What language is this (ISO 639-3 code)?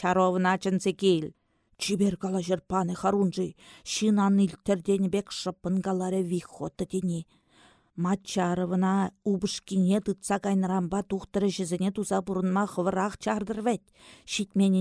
chv